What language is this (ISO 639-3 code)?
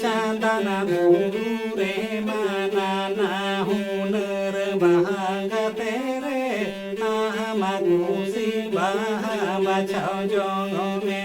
sat